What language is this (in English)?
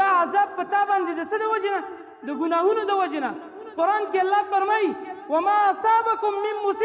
Pashto